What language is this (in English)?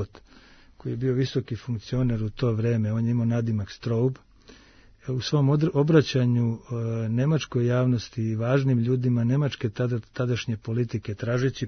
Serbian